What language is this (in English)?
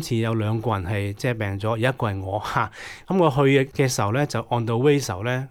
Cantonese